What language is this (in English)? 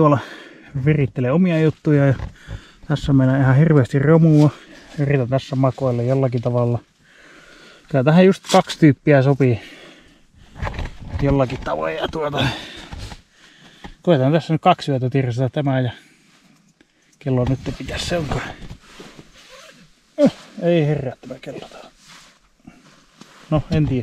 Finnish